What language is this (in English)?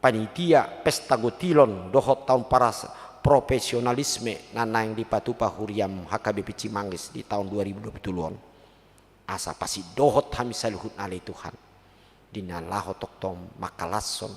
Batak Toba